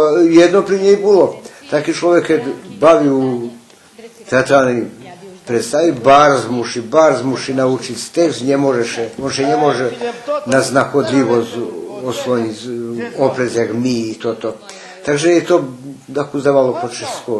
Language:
Rusyn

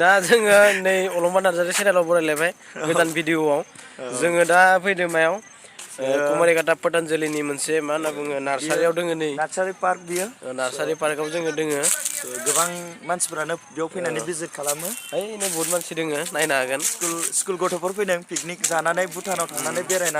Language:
Bodo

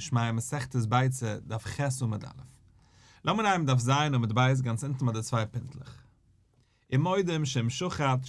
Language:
Yiddish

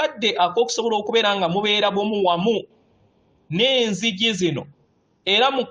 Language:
Ganda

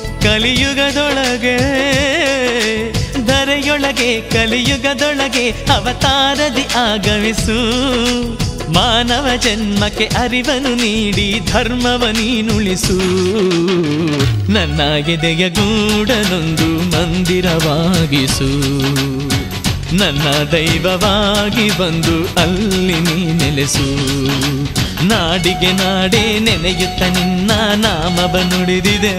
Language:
Kannada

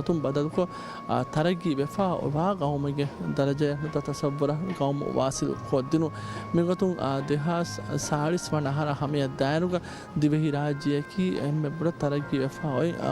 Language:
Divehi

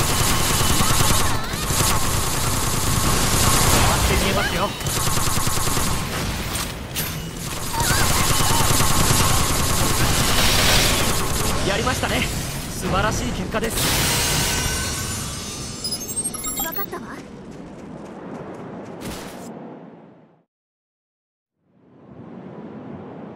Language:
Japanese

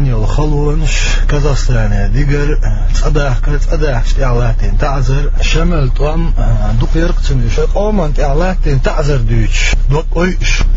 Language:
Chechen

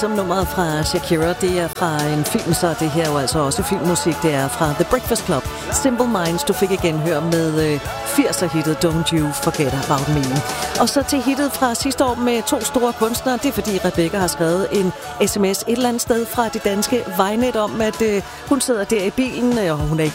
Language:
Danish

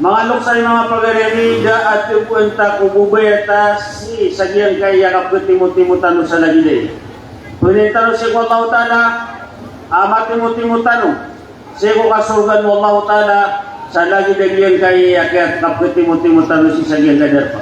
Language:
Maranao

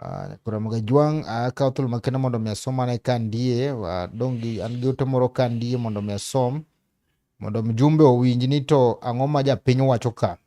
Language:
Luo (Kenya and Tanzania)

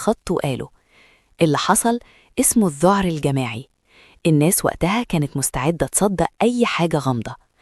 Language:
Egyptian Arabic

